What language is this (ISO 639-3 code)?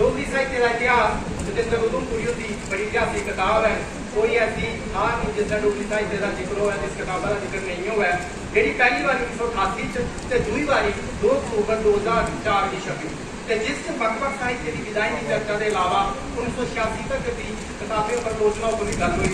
doi